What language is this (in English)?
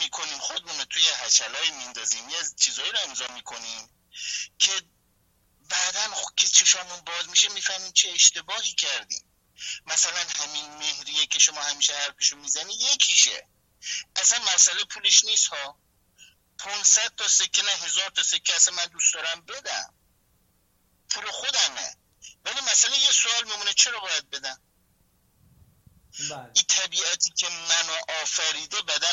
Persian